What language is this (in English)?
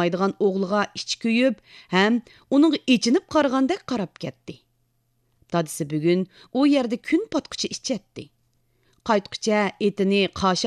Uyghur